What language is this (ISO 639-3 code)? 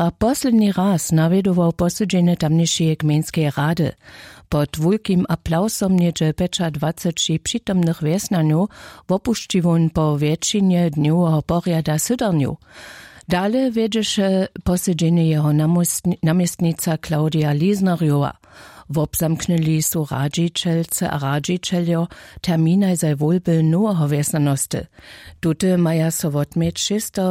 hsb